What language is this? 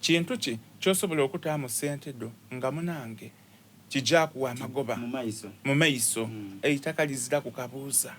Soga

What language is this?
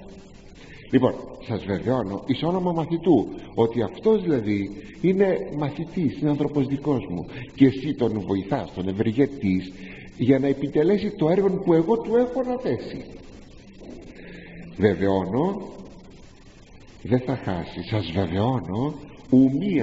Greek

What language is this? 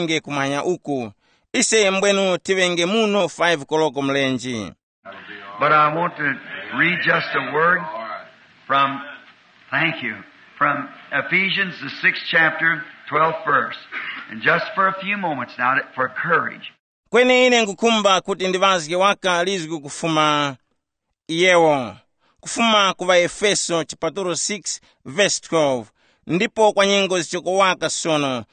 Tumbuka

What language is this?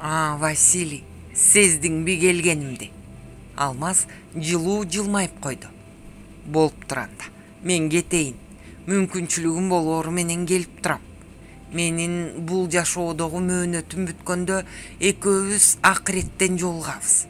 Kyrgyz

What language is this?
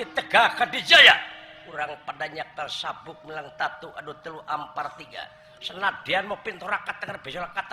Sundanese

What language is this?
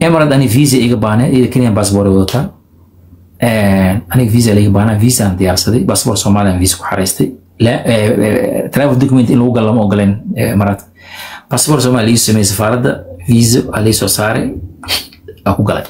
Somali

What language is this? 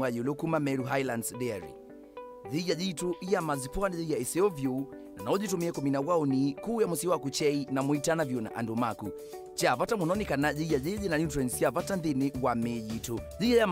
Kamba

